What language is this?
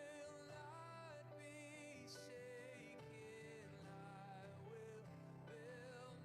Ewe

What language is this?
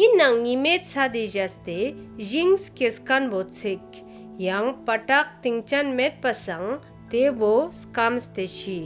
Ladakhi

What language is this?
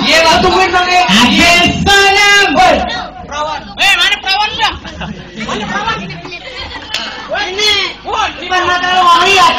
Betawi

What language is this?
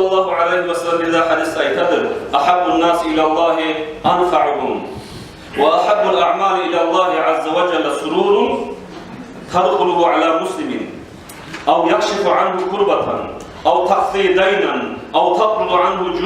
Kumyk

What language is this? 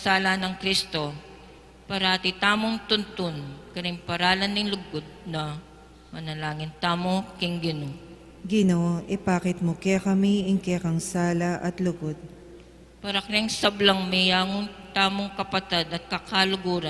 Pampanga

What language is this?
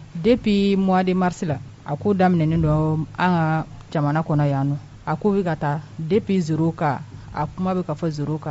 Bambara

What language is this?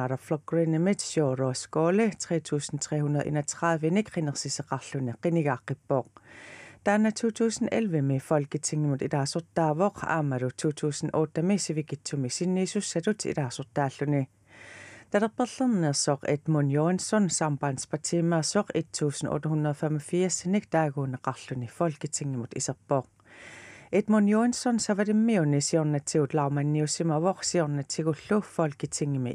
Kalaallisut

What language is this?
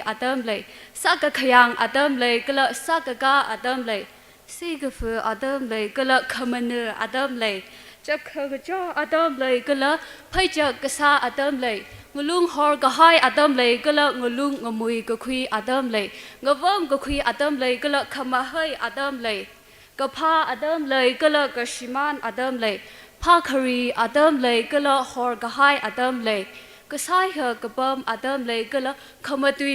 Tangkhul Naga (India)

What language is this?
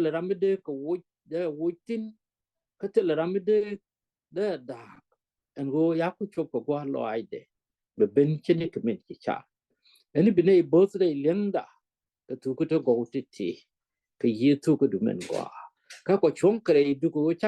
Nuer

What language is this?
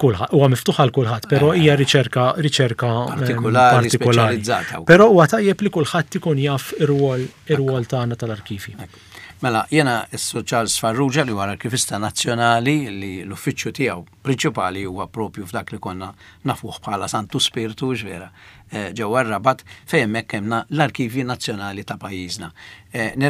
Maltese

